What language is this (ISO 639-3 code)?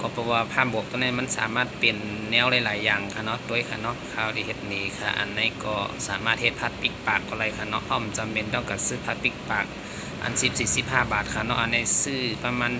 shn